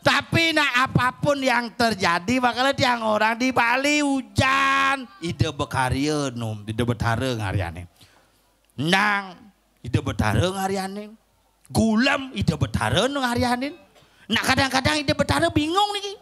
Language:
Balinese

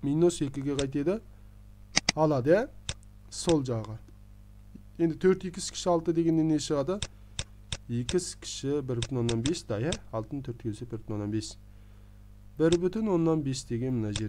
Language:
Kazakh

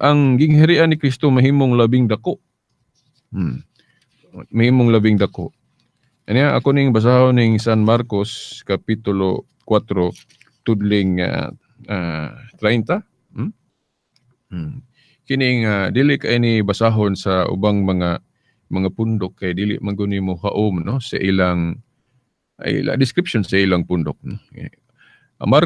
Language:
Cebuano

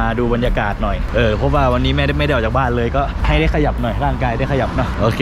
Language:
Thai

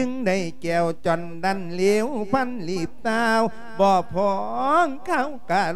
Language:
Lao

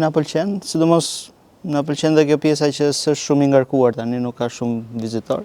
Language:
Albanian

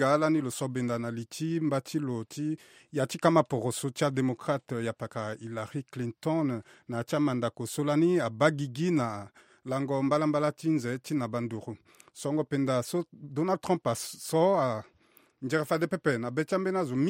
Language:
Sango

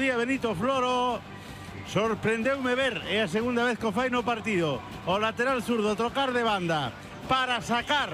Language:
Galician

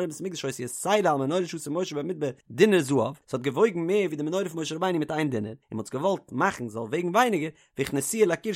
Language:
Yiddish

